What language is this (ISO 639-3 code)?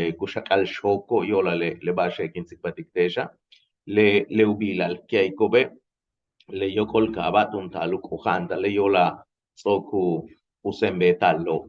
yua